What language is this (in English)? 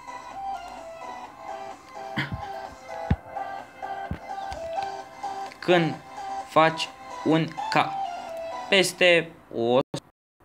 Romanian